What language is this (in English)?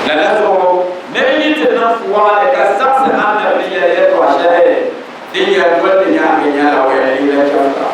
Dagbani